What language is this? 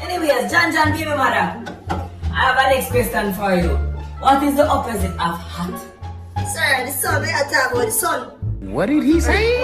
Jamaican Creole English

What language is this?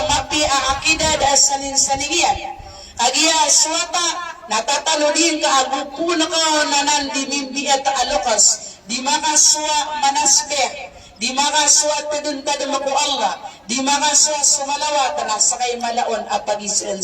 Maranao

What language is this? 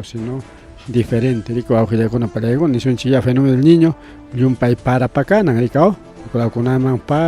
Ayacucho Quechua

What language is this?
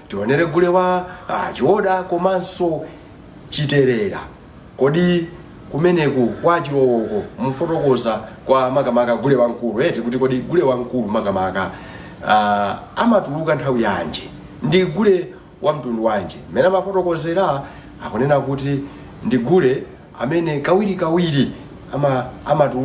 Nyanja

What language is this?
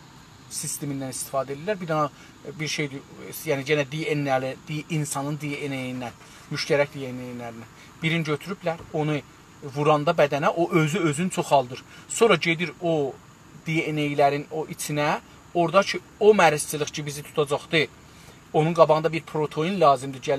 South Azerbaijani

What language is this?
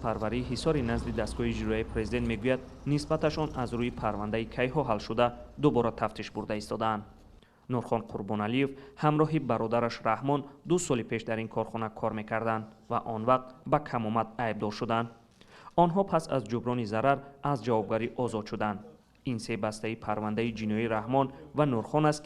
Tajik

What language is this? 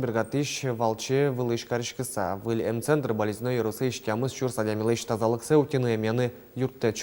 Udmurt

